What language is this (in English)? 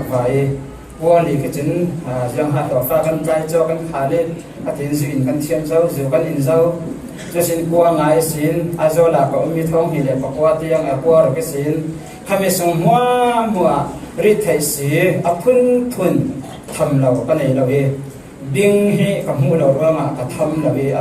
Falam Chin